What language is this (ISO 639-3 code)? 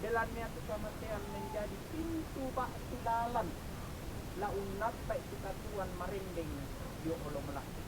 sda